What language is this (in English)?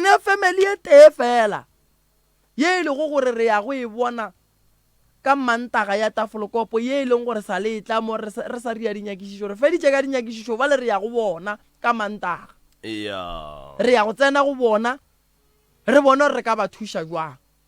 Northern Sotho